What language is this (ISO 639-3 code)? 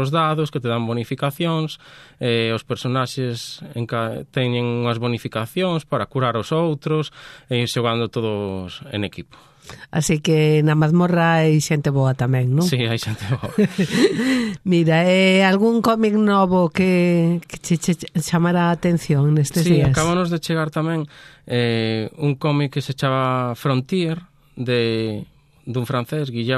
glg